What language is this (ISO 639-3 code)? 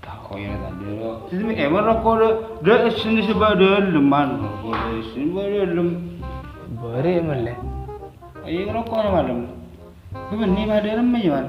mad